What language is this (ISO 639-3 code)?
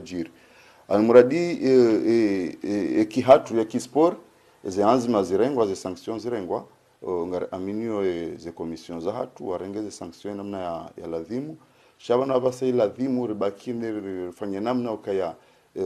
zdj